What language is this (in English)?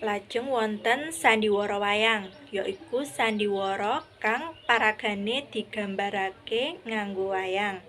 Javanese